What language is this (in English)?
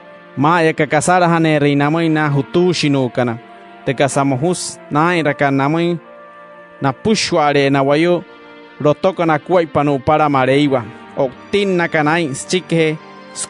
Wayuu